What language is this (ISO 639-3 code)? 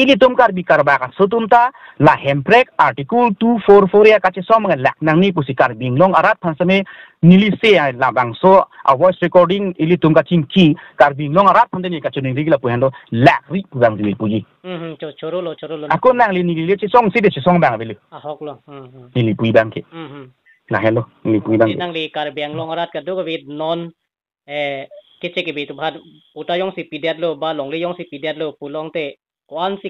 mjw